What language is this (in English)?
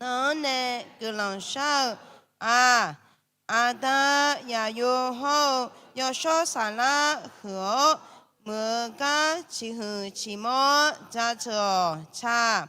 Akha